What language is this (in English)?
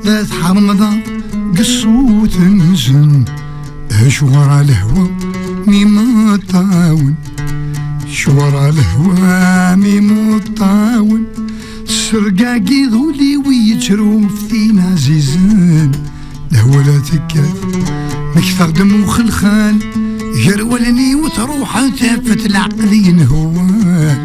Kabyle